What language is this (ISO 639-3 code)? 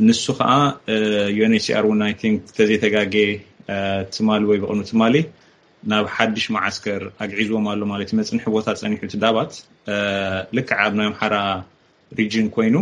tir